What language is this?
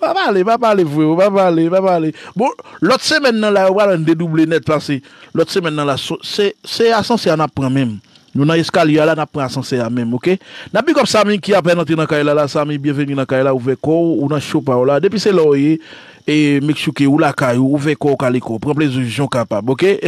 Haitian Creole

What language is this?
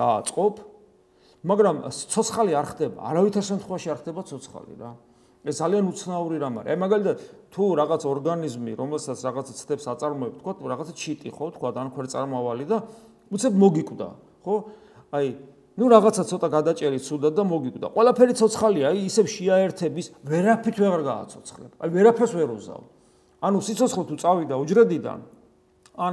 Georgian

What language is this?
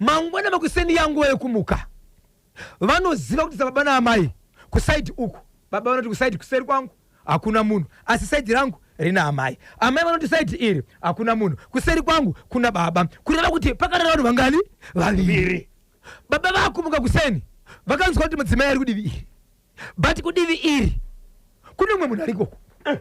Shona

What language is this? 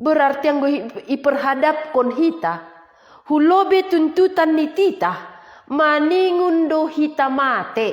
Batak Simalungun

